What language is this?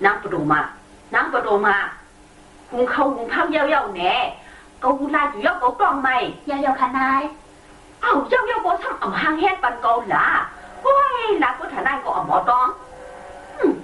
Shan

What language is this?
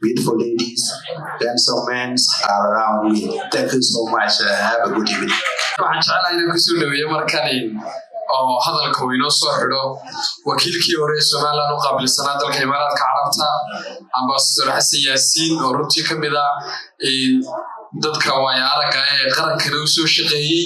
Somali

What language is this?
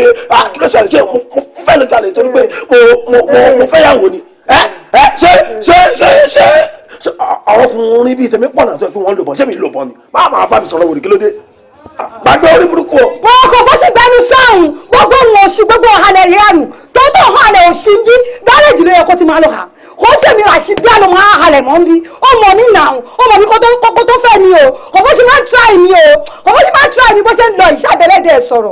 Yoruba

